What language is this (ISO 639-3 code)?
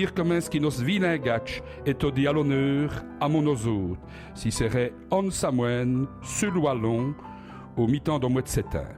wln